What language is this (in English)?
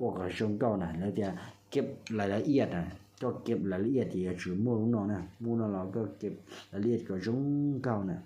Hmong